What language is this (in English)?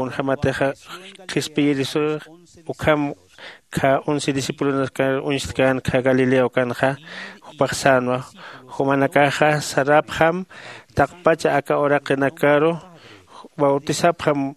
Aymara